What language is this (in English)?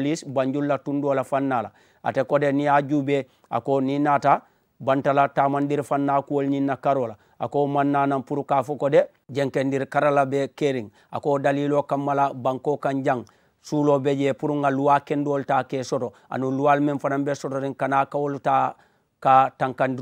Mandingo